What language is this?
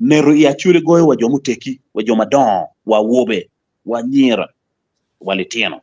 Acoli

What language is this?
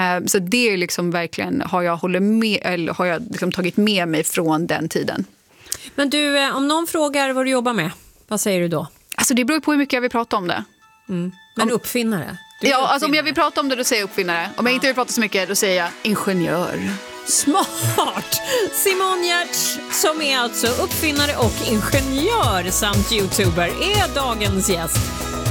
Swedish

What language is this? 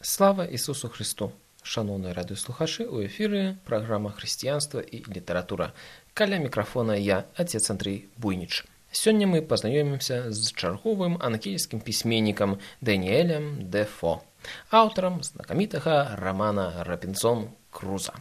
Belarusian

